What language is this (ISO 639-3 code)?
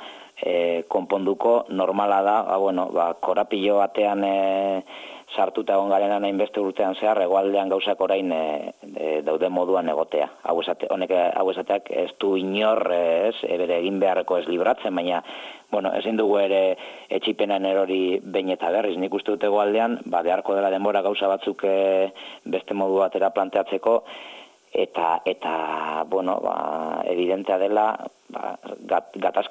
eus